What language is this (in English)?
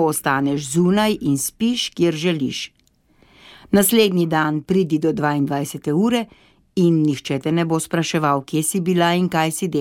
Slovenian